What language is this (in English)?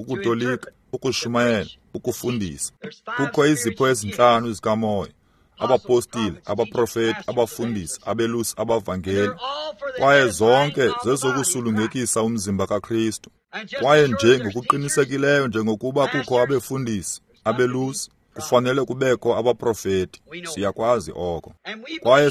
Xhosa